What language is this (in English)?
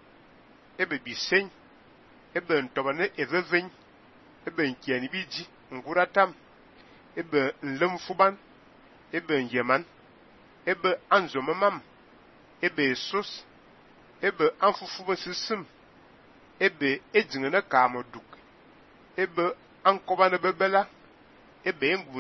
Fang